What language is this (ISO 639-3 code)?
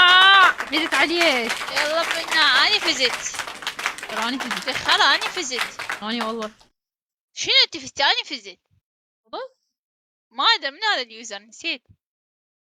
acm